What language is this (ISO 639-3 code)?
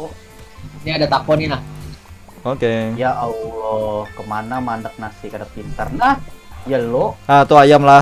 bjn